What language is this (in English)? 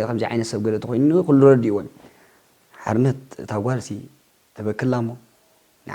Tigrinya